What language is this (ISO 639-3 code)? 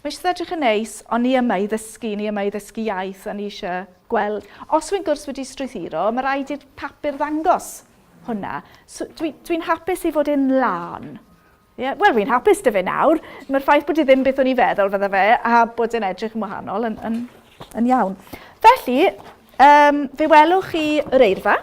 cym